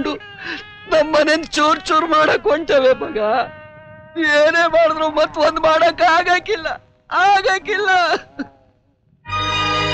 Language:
Kannada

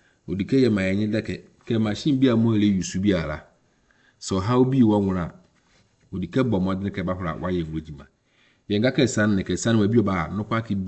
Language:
Akan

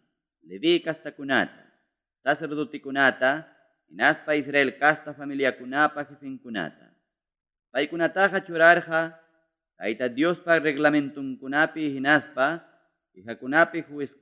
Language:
Ayacucho Quechua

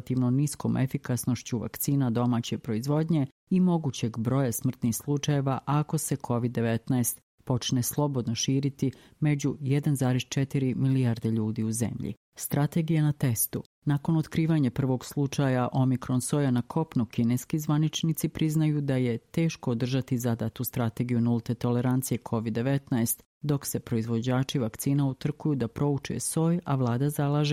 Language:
Croatian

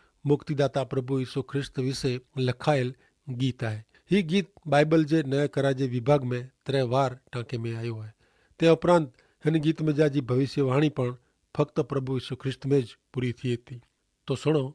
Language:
Kachhi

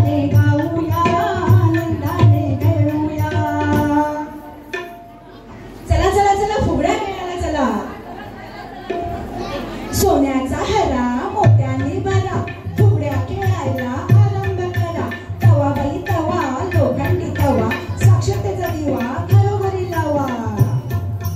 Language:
Marathi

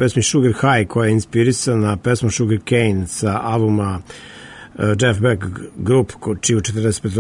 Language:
Serbian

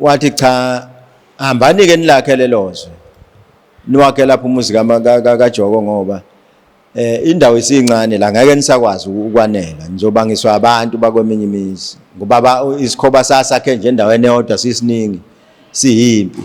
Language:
Zulu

